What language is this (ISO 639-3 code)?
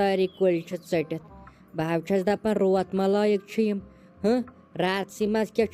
kas